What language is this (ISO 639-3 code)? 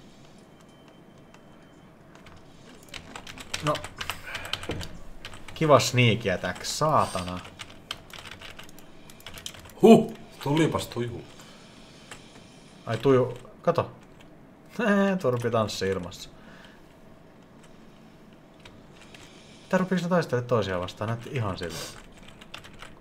fin